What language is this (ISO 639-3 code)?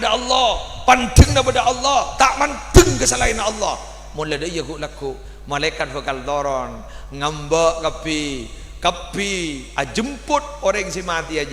mad